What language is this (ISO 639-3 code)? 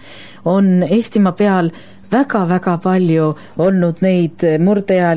est